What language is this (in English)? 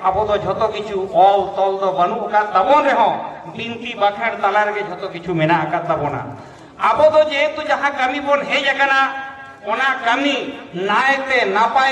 Santali